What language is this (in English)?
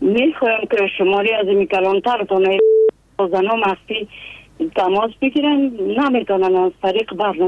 Persian